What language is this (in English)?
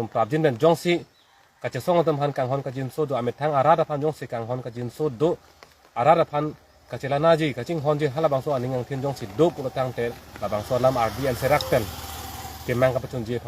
Karbi